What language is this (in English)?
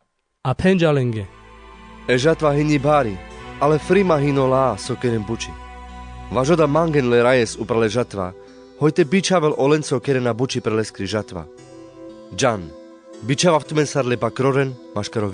Carpathian Romani